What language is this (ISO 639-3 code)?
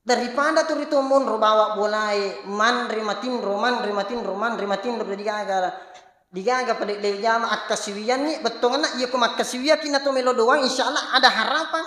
bug